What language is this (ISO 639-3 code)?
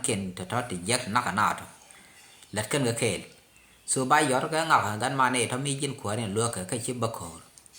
nus